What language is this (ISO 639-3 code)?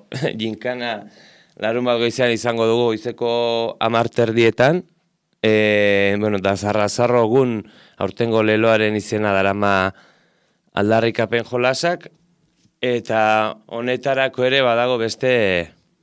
eus